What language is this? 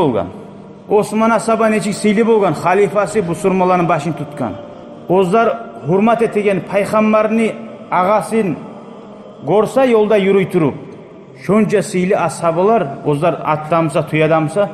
Kumyk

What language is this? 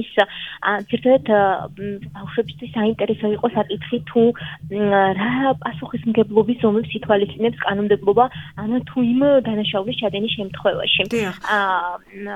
Georgian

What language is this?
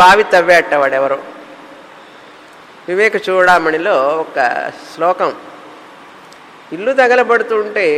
Telugu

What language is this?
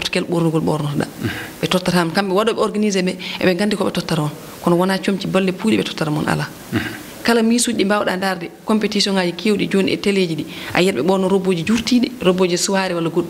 Fula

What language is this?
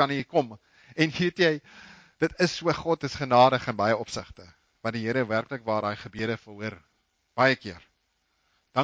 Afrikaans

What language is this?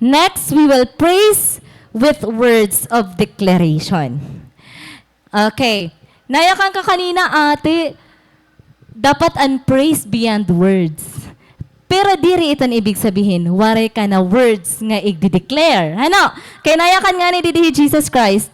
Waray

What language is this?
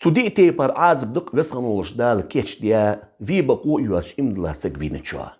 Ingush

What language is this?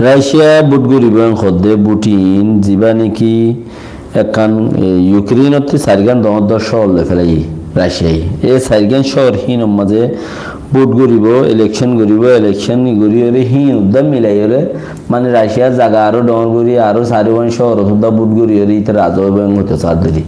Rohingya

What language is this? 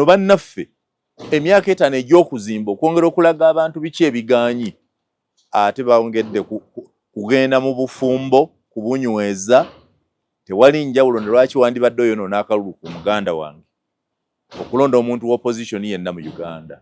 Ganda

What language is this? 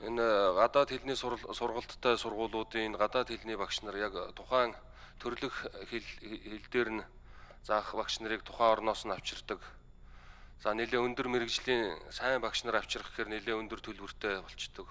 Mongolian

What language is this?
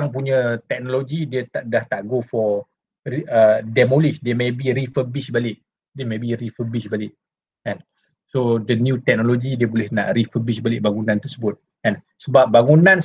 Malay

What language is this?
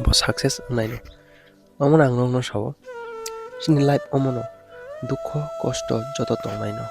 Kok Borok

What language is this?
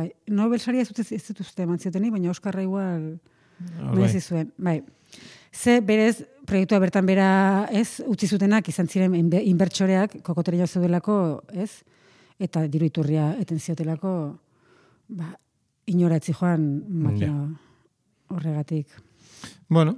Basque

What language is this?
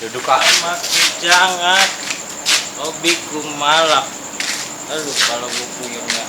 Betawi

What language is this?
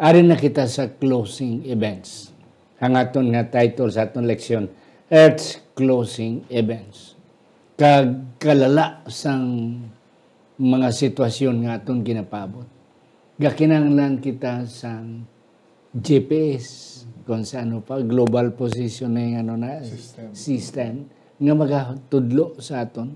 Hiligaynon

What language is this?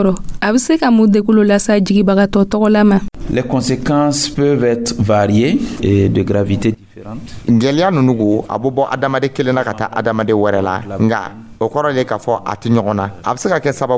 Dyula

